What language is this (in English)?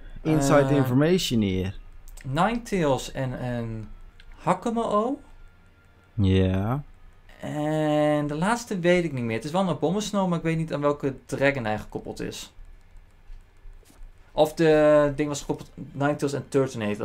Dutch